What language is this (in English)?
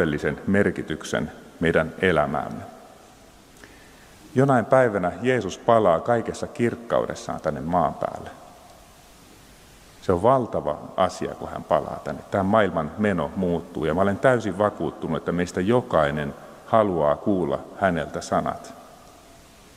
Finnish